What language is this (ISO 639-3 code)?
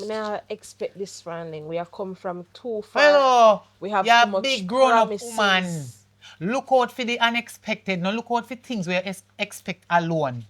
jam